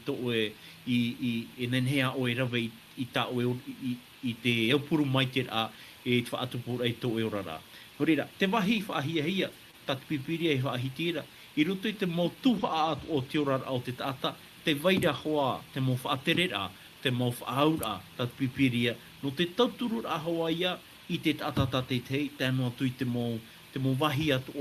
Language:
Tahitian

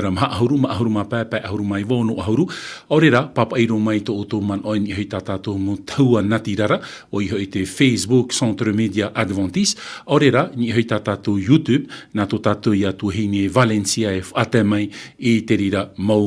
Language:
Tahitian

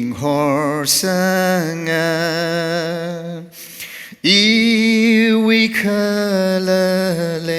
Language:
Tangkhul Naga (India)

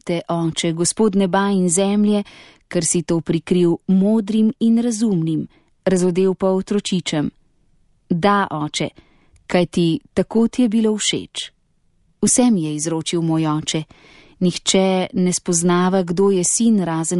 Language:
Slovenian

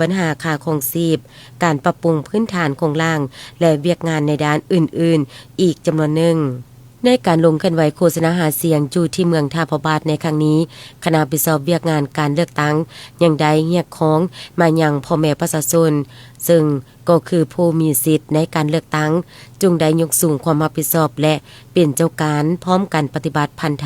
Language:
Lao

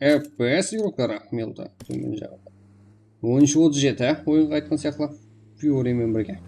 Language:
Kara-Kalpak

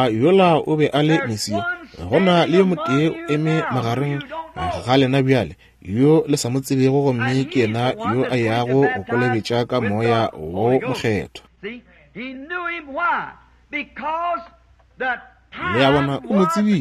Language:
Northern Sotho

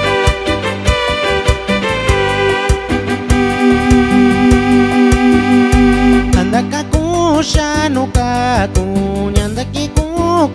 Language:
Swahili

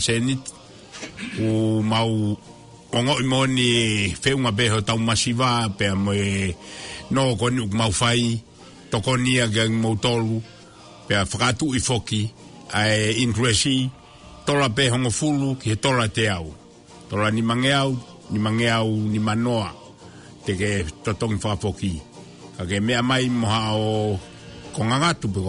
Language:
Tongan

